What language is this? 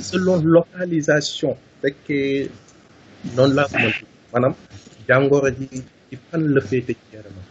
Wolof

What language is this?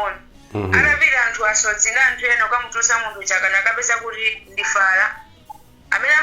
Nyanja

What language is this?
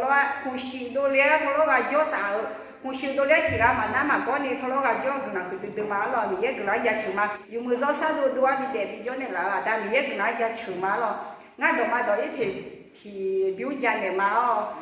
Akha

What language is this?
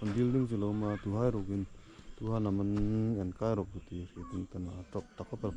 Hmar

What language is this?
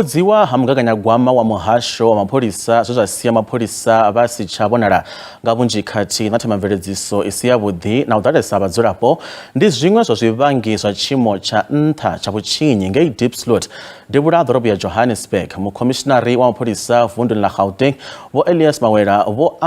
Venda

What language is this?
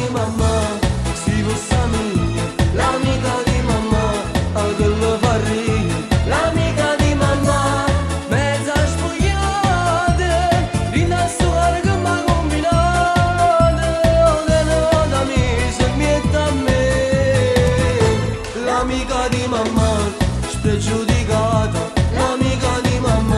Neapolitan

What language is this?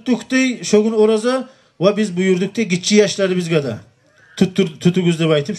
Kumyk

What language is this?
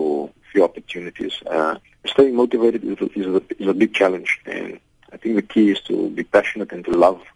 English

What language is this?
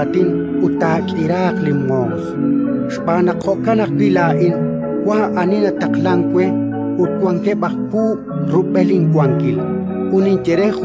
Kekchí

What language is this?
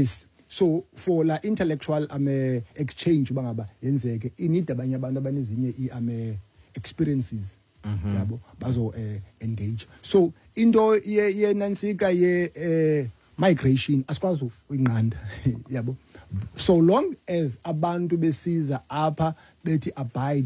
Xhosa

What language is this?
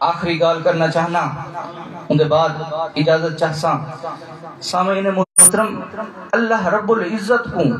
Saraiki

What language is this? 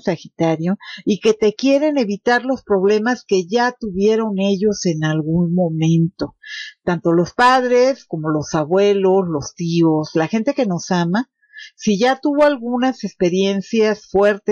Spanish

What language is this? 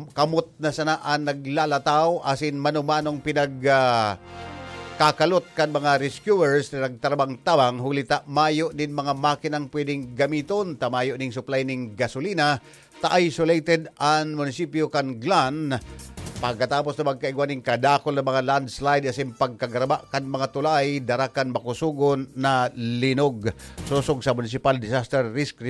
Bikol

